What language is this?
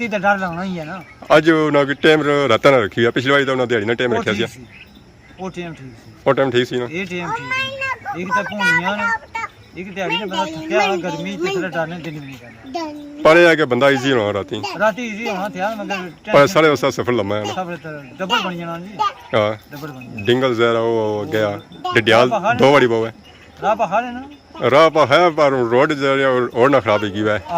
Pahari-Potwari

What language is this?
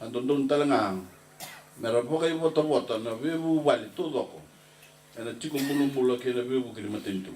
Fijian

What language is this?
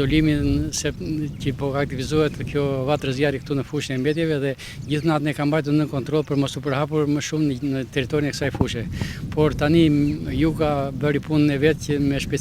Albanian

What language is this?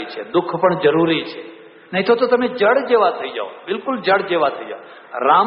Gujarati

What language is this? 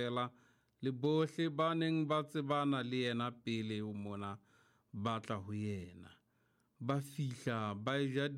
Southern Sotho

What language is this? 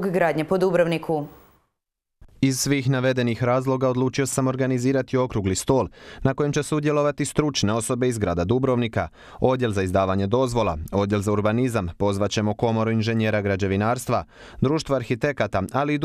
Croatian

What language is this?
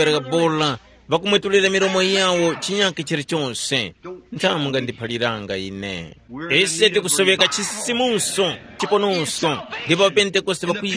Tumbuka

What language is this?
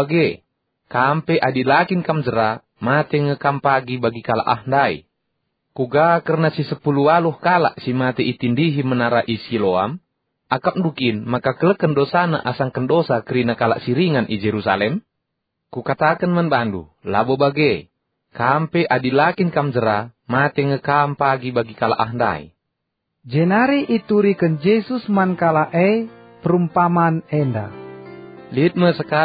Batak Karo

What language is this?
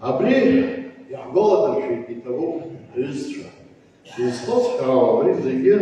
Abkhazian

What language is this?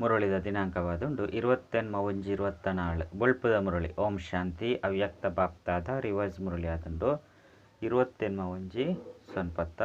Tulu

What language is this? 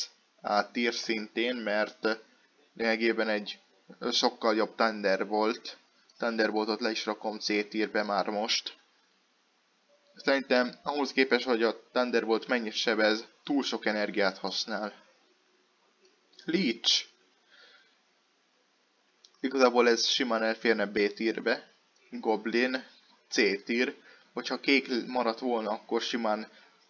Hungarian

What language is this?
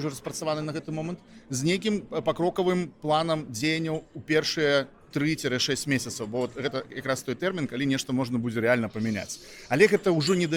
Belarusian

